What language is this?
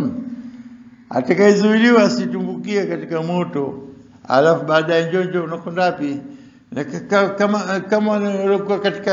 Swahili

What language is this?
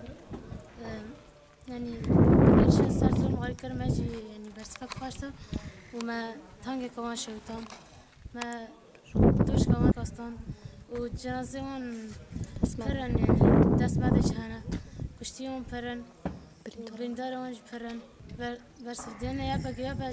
Kurdish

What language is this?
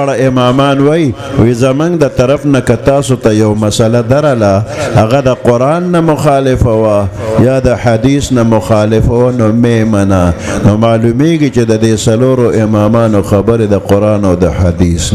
Pashto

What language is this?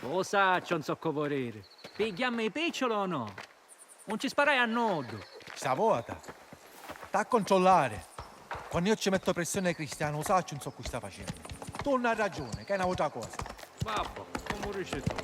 Sicilian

